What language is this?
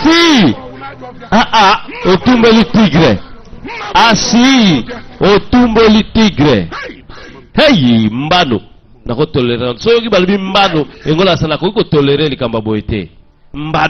Lingala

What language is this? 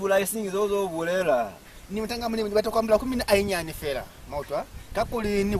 Lozi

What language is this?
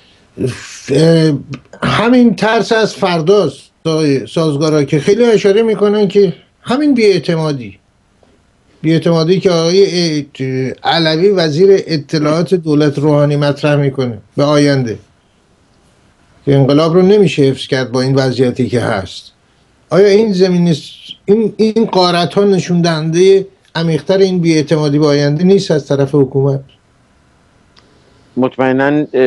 Persian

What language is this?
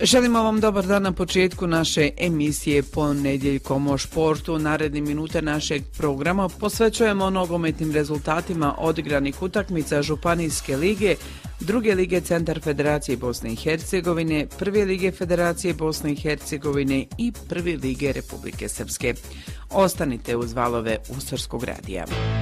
Croatian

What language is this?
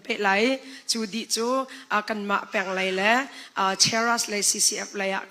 Hakha Chin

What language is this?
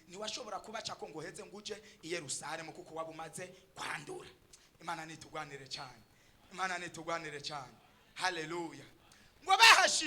Rundi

